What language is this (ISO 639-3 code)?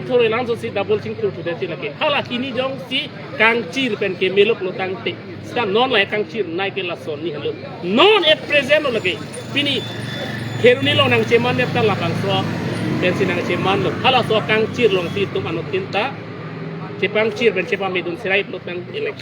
mjw